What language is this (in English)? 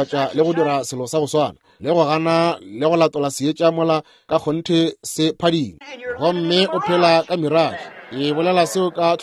Northern Sotho